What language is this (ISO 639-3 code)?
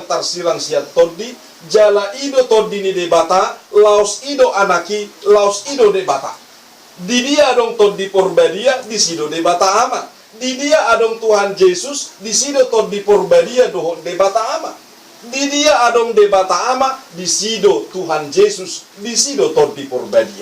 bbc